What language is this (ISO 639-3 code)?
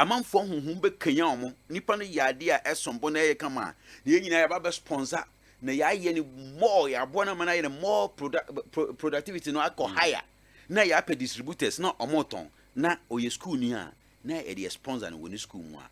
aka